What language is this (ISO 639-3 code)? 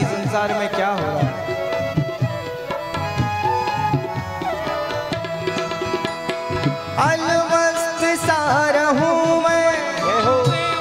hin